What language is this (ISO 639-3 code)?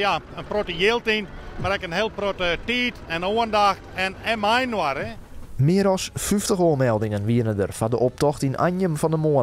fry